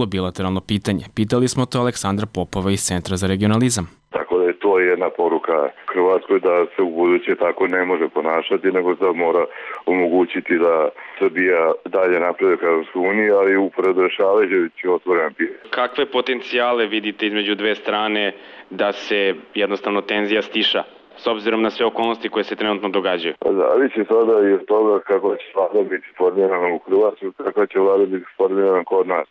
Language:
Serbian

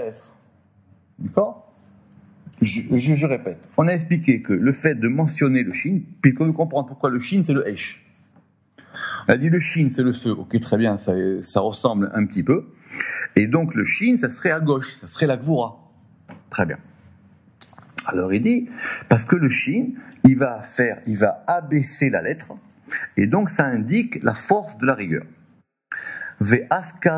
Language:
French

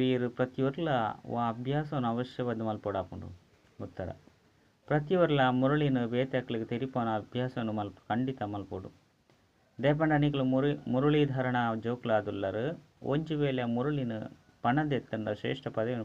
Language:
Tulu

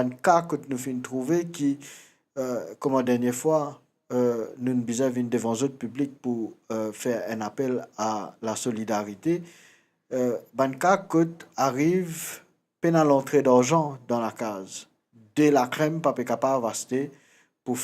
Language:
Morisyen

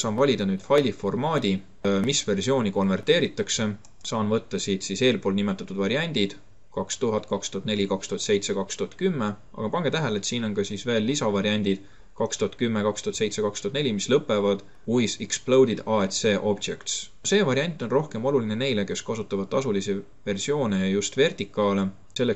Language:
Estonian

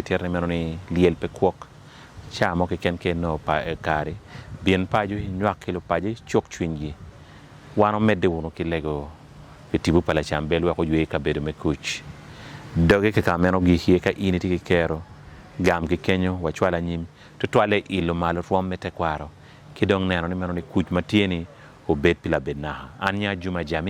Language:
Acoli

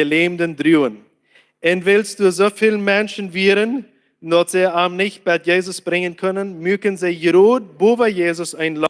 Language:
Plautdietsch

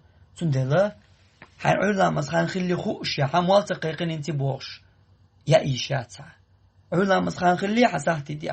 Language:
Chechen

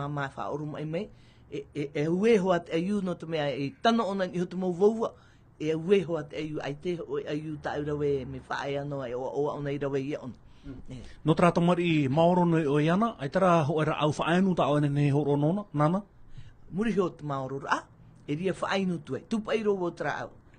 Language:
Tahitian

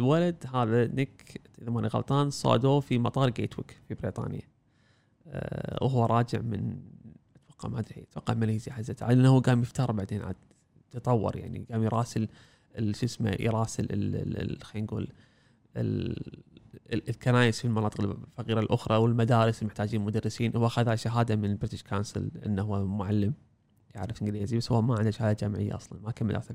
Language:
Gulf Arabic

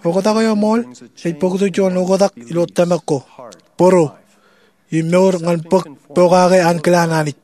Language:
Marshallese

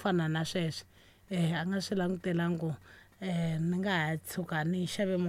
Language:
Tsonga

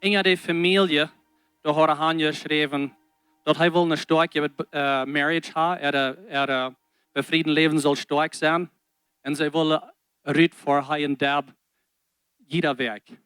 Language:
Plautdietsch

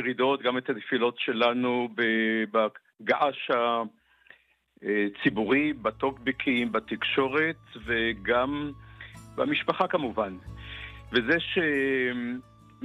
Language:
Hebrew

